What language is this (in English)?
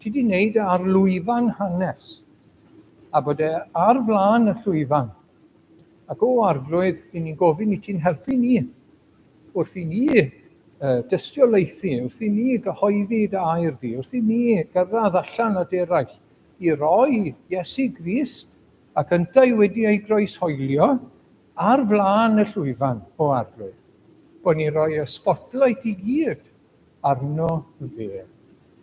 Welsh